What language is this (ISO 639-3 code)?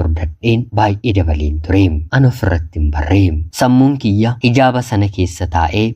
orm